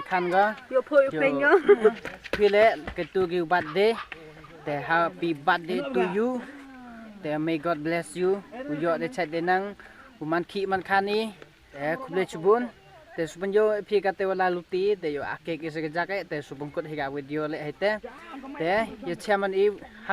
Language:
Khasi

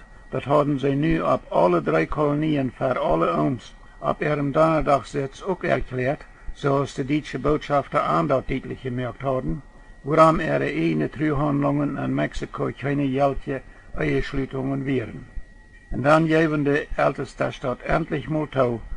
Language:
Plautdietsch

